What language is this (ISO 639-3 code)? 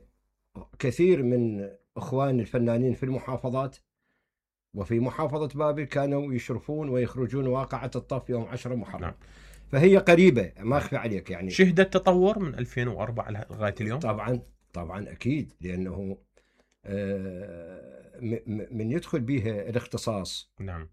acm